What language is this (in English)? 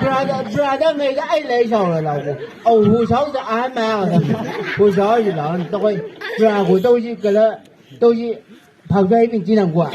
Chang Naga